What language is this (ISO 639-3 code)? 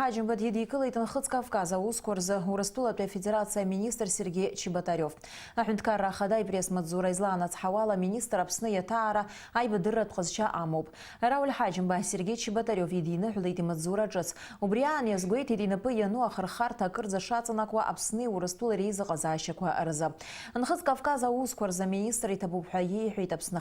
abk